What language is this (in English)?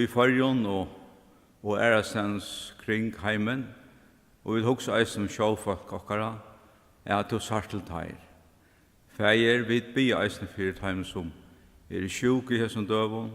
Faroese